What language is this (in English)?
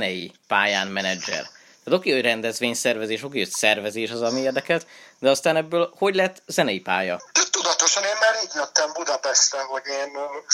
Hungarian